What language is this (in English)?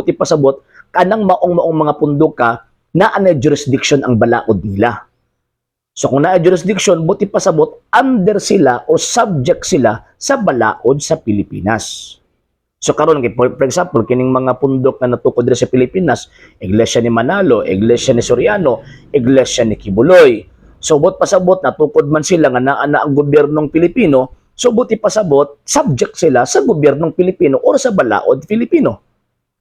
Cebuano